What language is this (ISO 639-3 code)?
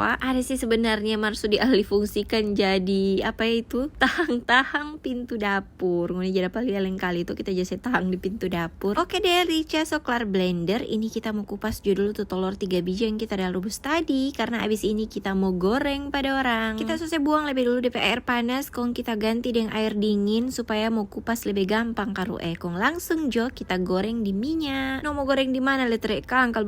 xmm